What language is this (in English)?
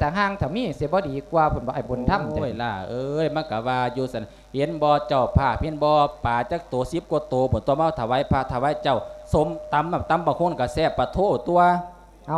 Lao